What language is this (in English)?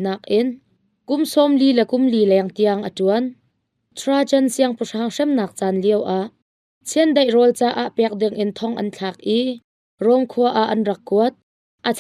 Hakha Chin